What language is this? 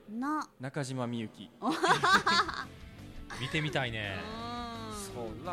Japanese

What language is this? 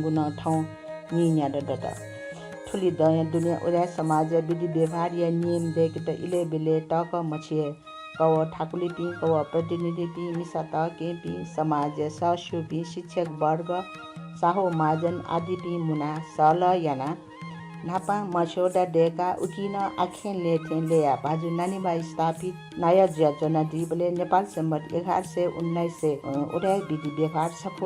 Newari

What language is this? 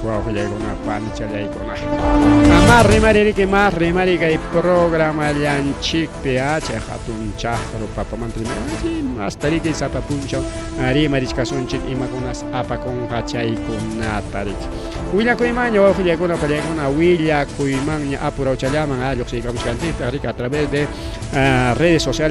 Ayacucho Quechua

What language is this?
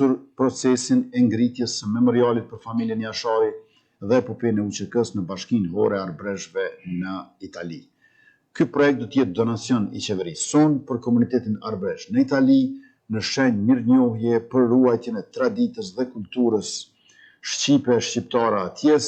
Albanian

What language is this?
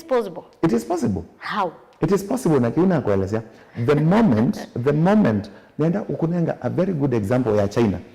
Kamba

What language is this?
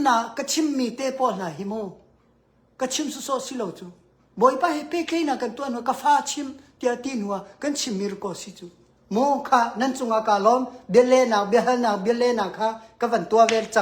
Hakha Chin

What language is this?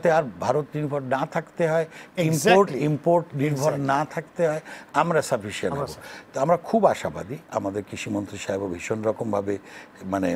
Bangla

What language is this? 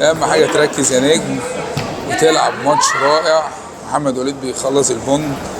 Egyptian Arabic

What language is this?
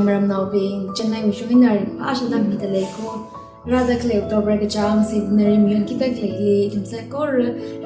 Tangkhul Naga (India)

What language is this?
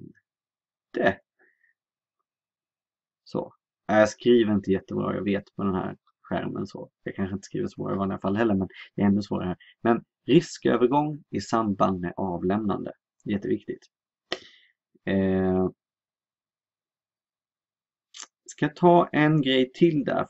Swedish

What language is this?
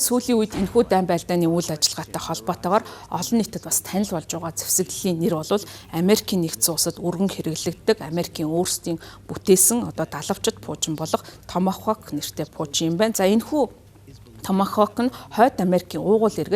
Mongolian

